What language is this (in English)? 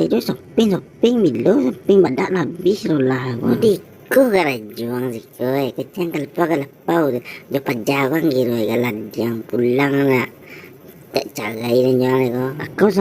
Minangkabau